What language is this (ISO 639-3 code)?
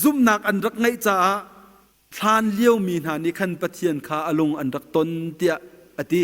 cnh